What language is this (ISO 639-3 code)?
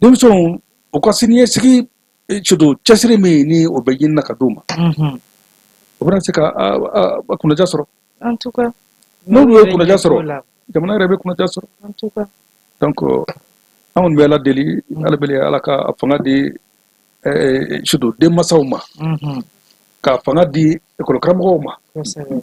bam